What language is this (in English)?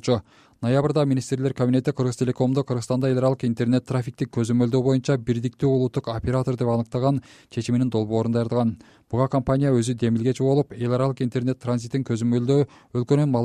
Kyrgyz